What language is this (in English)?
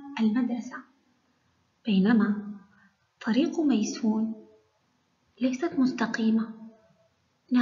Arabic